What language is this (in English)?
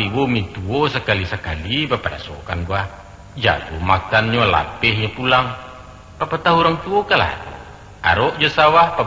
Minangkabau